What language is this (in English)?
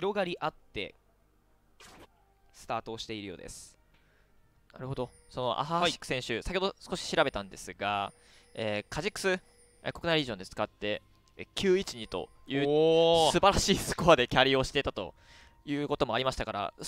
Japanese